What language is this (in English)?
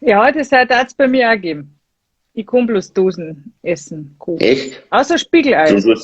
Bavarian